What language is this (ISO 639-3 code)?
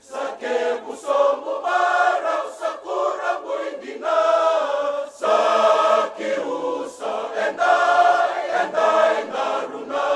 fij